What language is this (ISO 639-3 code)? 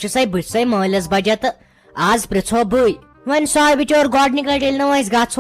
kas